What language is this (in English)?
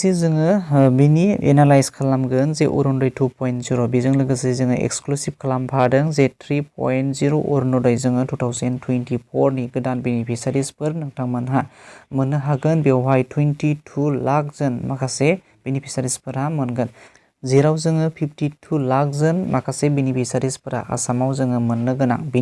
Bodo